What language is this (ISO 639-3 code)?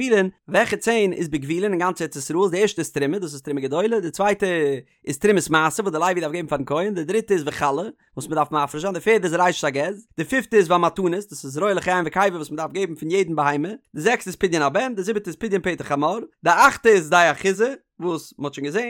yid